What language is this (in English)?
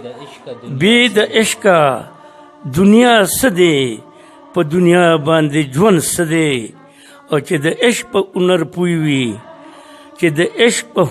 Pashto